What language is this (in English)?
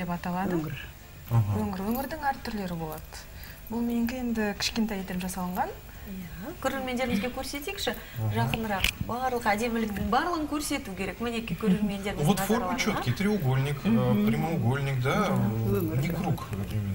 Kazakh